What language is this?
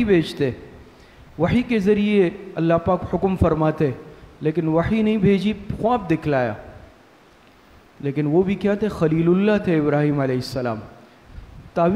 Urdu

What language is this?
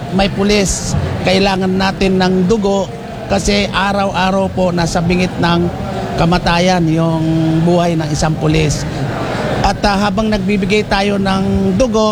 Filipino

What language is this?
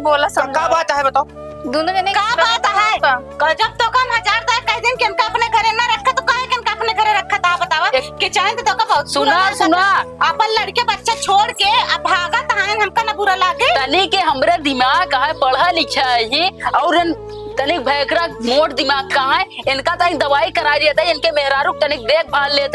Awadhi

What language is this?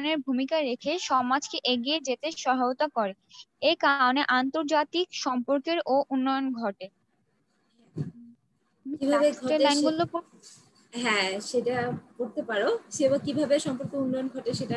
Bangla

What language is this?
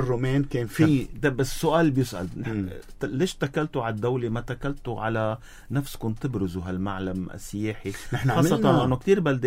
North Levantine Arabic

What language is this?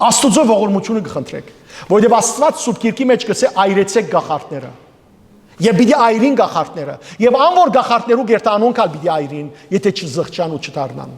Western Armenian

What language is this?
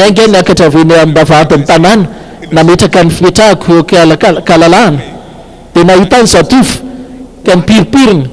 Malagasy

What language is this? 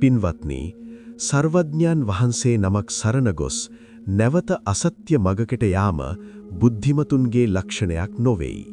Sinhala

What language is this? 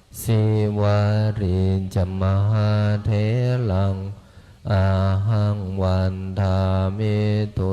Pali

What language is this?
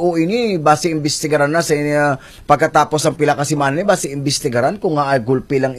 Hiligaynon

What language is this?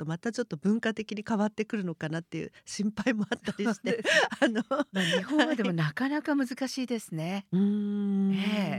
Japanese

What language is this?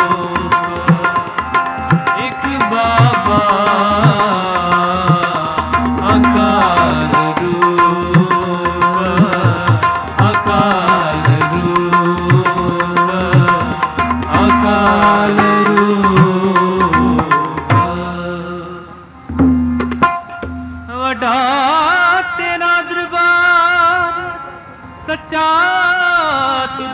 Punjabi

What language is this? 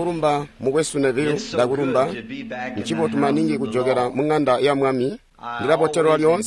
Tonga (Zambia)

